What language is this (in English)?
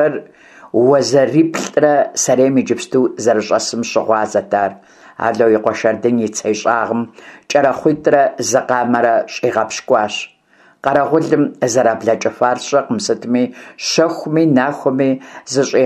Kabardian